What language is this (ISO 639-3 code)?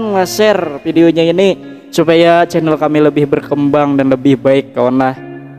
bjn